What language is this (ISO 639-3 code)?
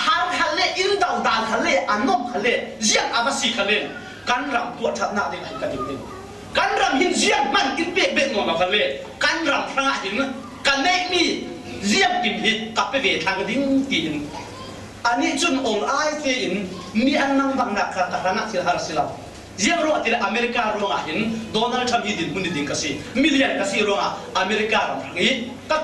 cfm